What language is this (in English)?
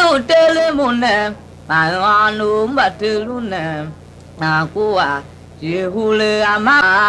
Tiv